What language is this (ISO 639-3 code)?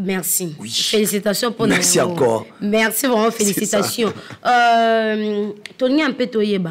lin